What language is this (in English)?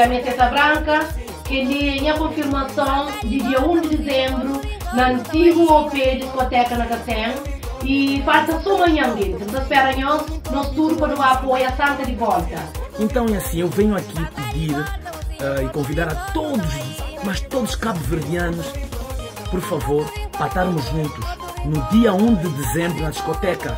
Kabuverdianu